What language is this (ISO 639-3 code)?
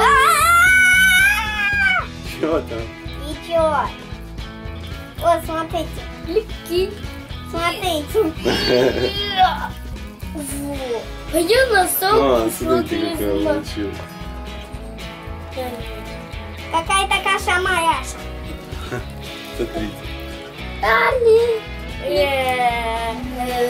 rus